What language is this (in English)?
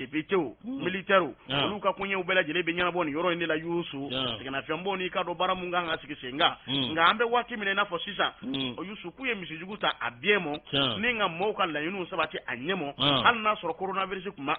Bambara